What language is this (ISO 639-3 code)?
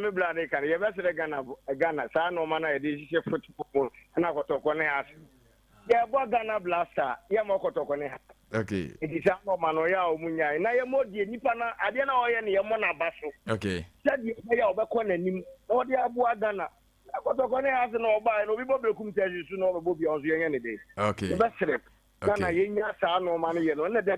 aka